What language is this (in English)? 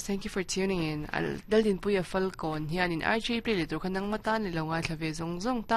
Mizo